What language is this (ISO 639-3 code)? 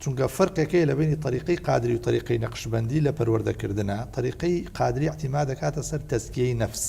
ckb